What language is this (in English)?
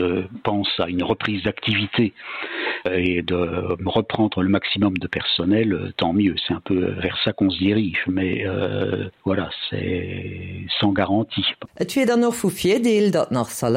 Luxembourgish